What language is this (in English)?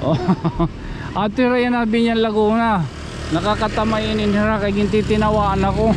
Waray